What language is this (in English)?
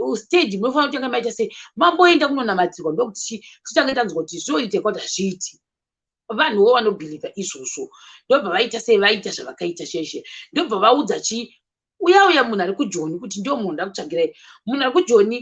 Shona